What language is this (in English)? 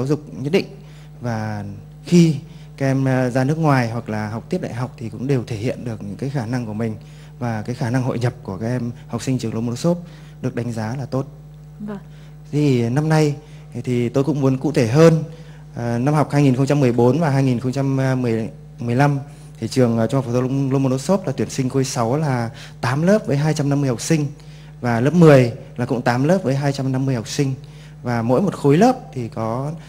Vietnamese